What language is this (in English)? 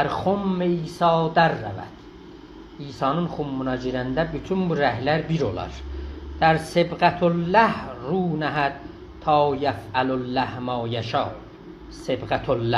South Azerbaijani